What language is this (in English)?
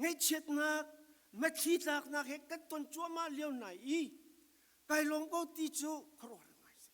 Falam Chin